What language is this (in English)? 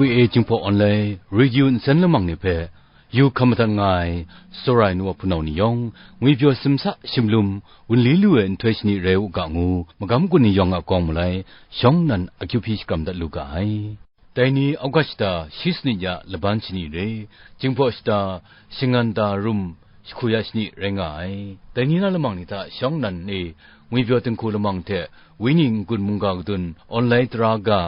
Kachin